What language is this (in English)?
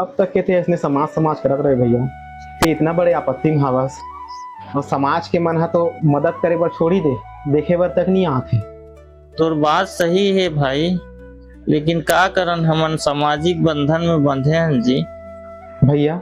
Chhattisgarhi